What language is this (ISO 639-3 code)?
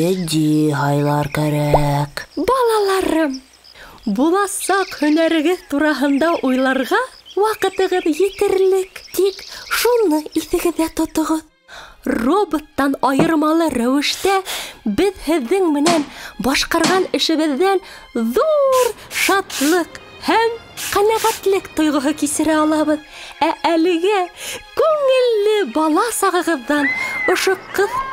bak